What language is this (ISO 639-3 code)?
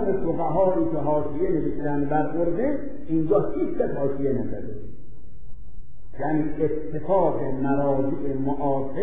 fas